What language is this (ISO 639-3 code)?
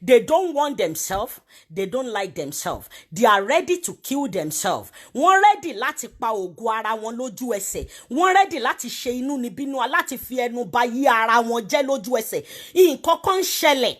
yor